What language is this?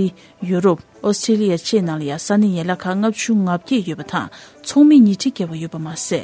Tibetan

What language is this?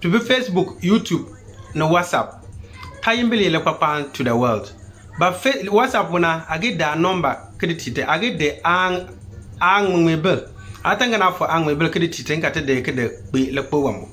Konkomba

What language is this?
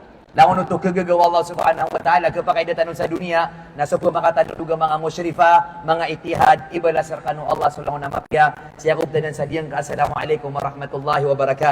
Maranao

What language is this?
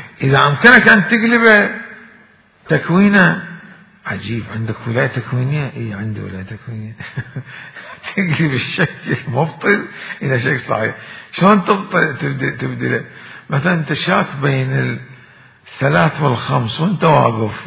Mesopotamian Arabic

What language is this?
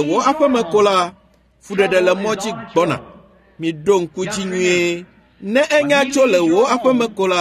Ewe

